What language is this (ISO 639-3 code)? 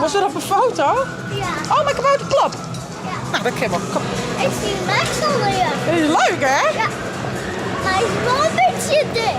fry